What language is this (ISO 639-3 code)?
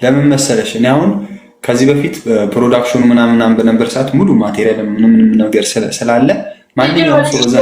amh